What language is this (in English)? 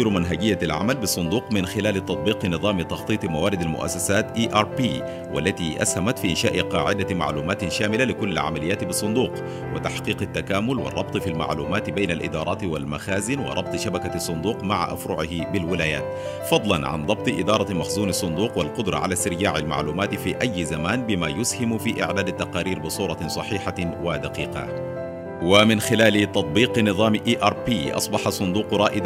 Arabic